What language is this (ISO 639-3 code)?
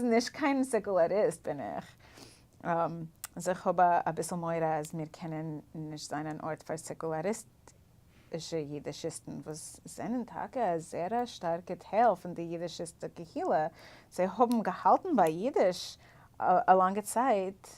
yid